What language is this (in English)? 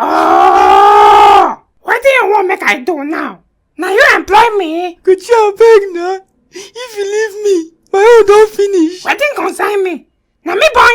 Nigerian Pidgin